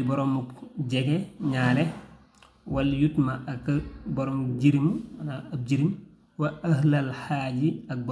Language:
Wolof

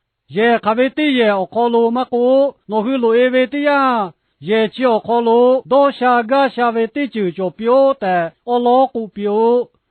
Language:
Lahu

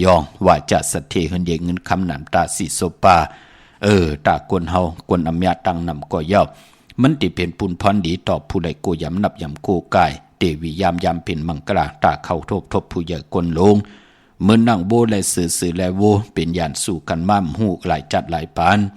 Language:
Shan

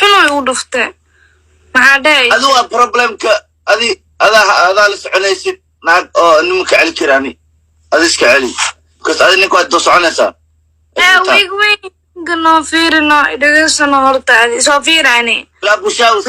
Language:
Somali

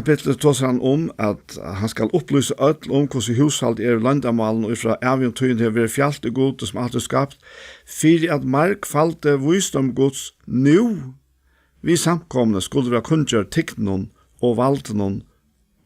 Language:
Faroese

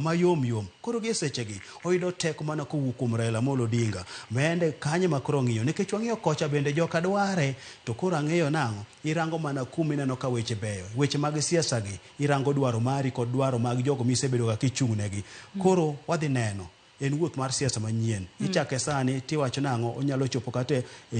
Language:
Luo (Kenya and Tanzania)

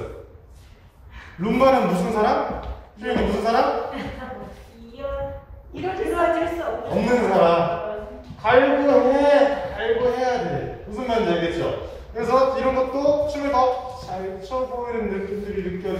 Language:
Korean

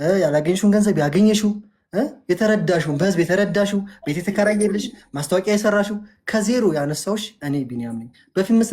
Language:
Amharic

